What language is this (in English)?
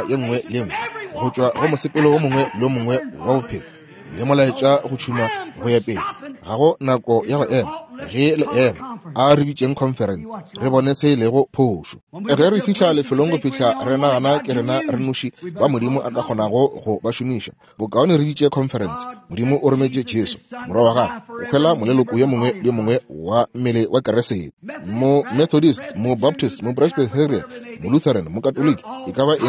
Northern Sotho